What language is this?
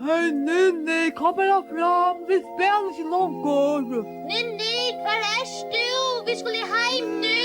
Faroese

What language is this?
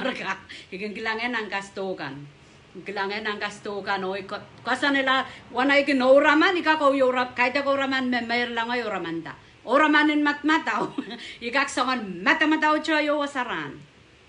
Pohnpeian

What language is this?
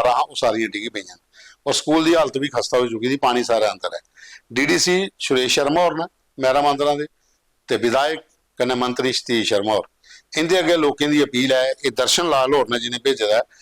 Dogri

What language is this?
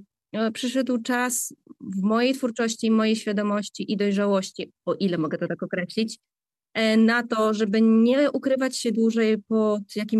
Polish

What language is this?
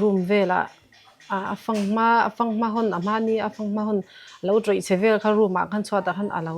Mizo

